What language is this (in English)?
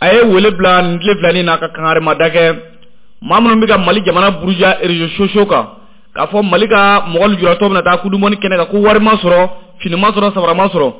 Bambara